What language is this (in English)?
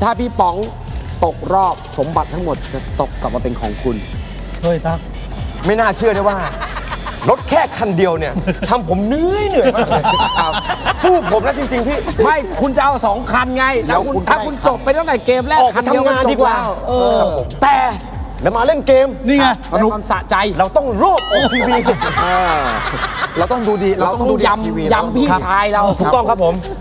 Thai